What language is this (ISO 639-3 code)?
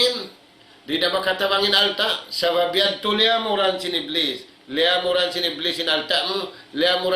tsg